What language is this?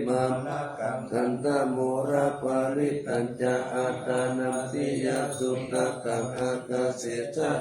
Pali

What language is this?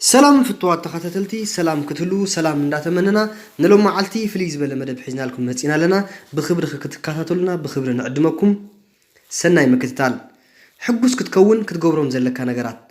Tigrinya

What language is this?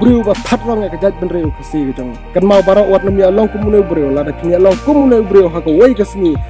Khasi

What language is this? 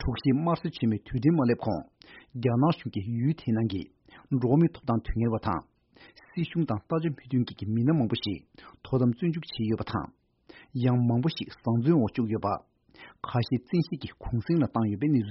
Tibetan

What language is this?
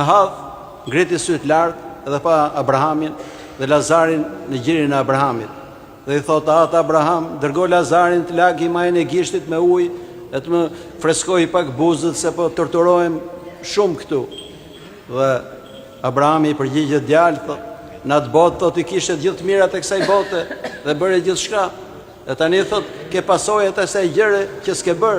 Albanian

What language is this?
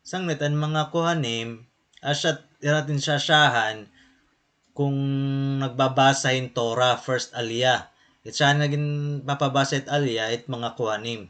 Waray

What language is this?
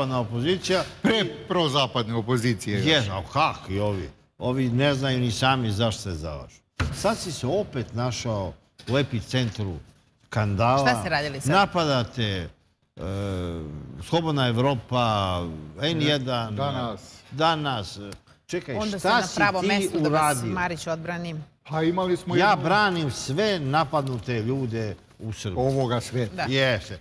Serbian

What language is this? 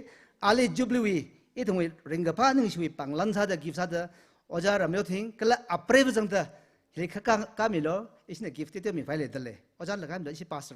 Tangkhul Naga (India)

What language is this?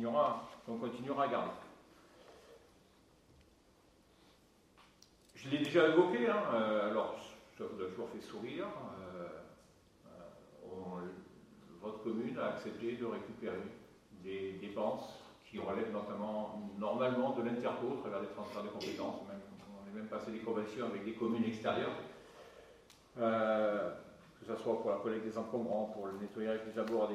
French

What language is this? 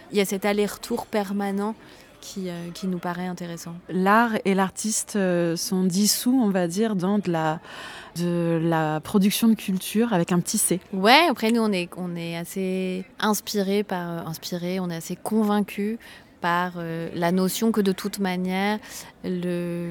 French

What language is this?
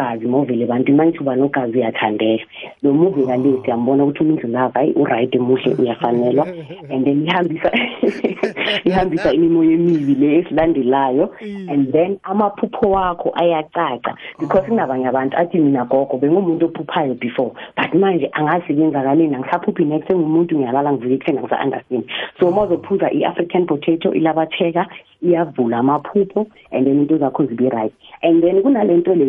South Ndebele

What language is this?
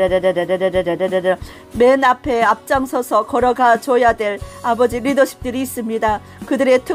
Korean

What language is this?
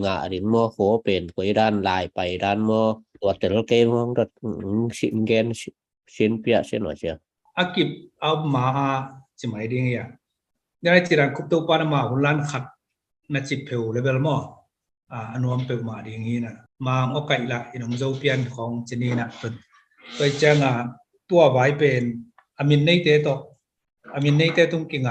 Tedim Chin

